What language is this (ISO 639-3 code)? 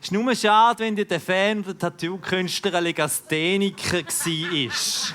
gsw